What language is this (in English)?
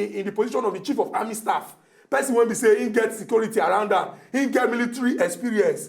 Nigerian Pidgin